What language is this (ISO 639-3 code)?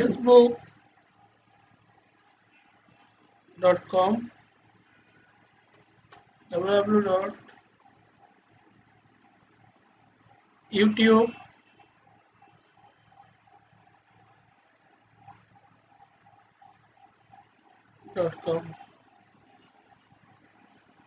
ben